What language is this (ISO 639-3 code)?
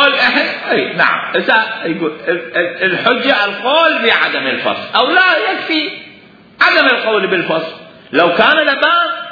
acm